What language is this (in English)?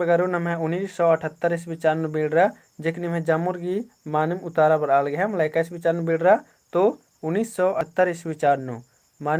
Kurukh